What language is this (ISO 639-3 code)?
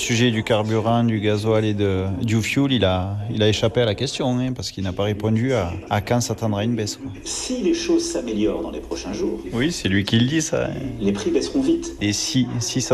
fra